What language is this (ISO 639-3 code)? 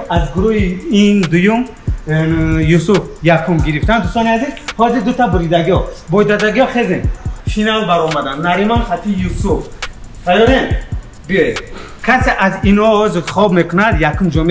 tgk